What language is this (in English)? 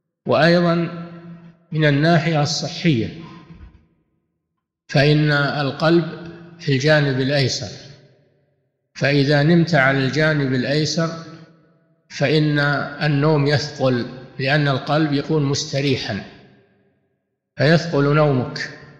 Arabic